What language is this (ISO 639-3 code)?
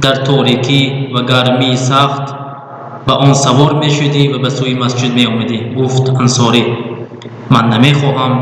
tgk